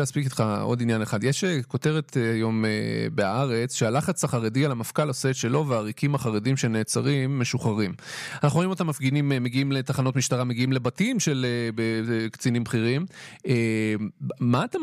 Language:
Hebrew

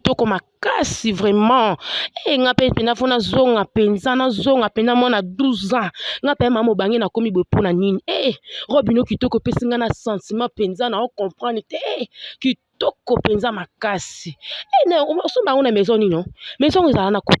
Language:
Lingala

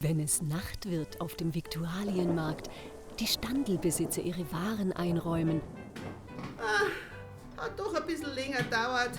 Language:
Bavarian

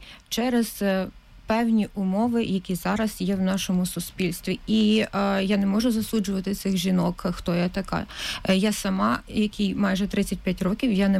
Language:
Ukrainian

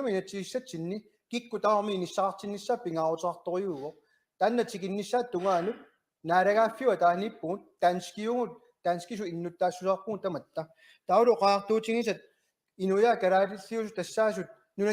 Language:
Kalaallisut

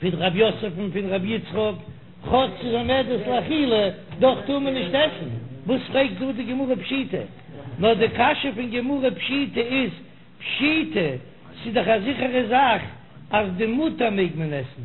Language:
Yiddish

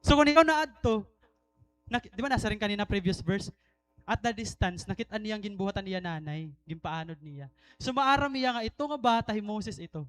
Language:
Waray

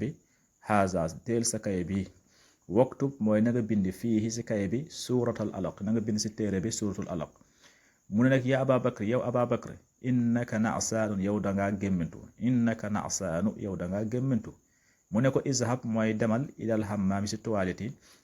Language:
Wolof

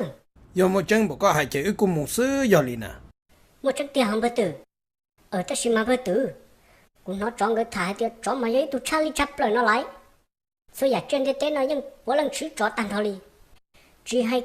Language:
Hmong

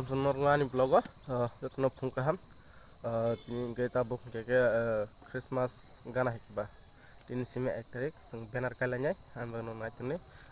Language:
Kok Borok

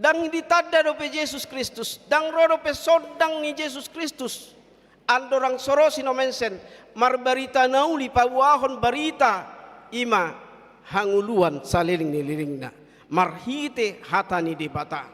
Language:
Batak Toba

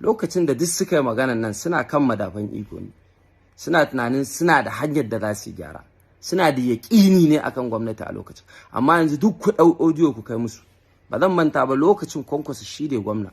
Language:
Hausa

